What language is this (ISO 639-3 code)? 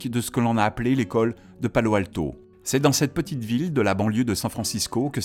fra